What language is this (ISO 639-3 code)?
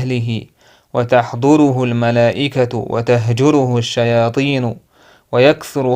che